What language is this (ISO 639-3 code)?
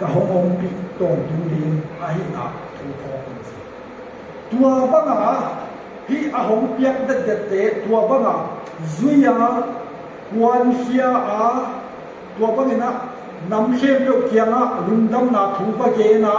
ctd